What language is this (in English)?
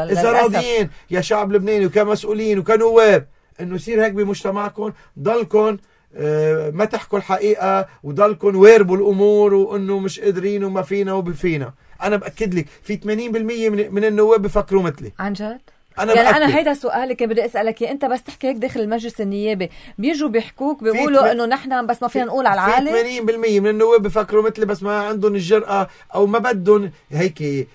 North Levantine Arabic